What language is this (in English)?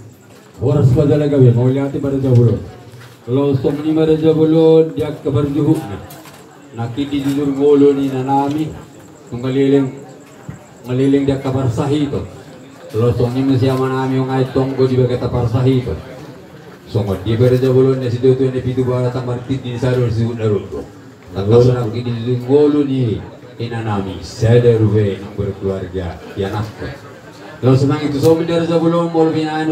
Batak Toba